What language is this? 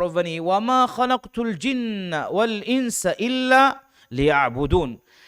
Divehi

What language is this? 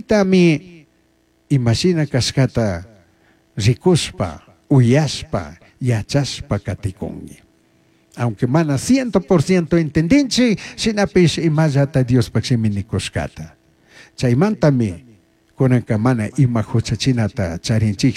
Chimborazo Highland Quichua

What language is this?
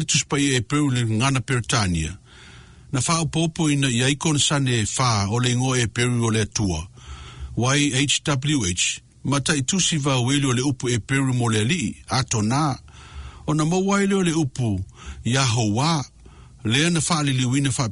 Samoan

